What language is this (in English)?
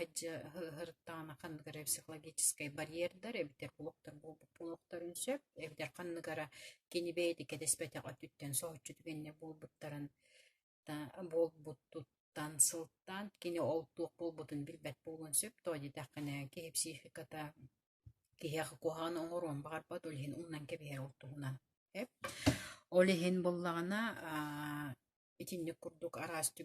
Yakut